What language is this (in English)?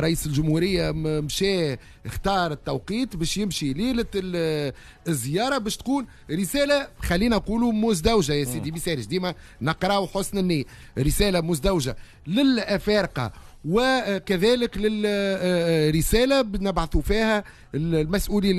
Tunisian Arabic